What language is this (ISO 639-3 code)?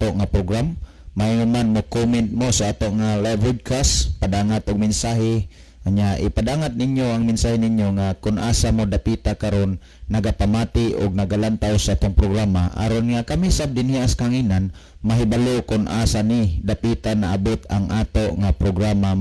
ceb